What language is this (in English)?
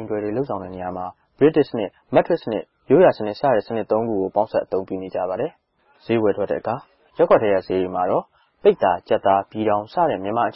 Burmese